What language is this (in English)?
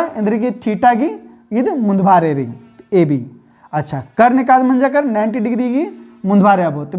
Kurukh